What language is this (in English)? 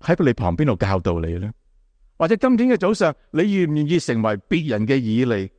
Cantonese